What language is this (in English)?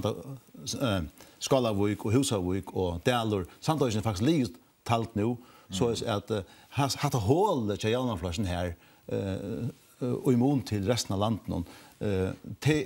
Faroese